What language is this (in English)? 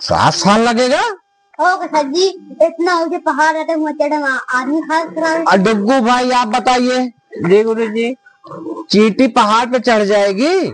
Awadhi